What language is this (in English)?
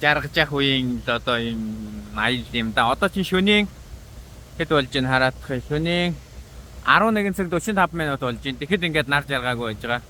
Mongolian